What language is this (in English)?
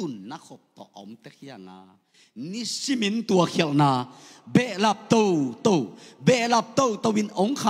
Tedim Chin